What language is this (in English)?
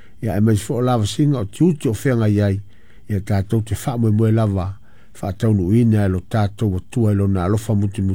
Samoan